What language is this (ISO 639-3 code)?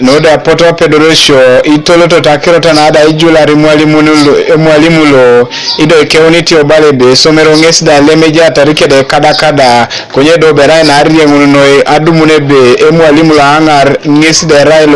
teo